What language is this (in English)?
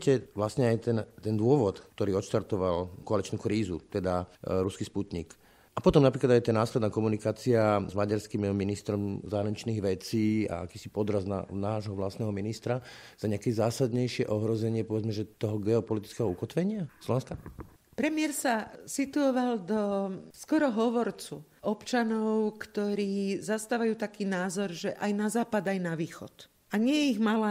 Slovak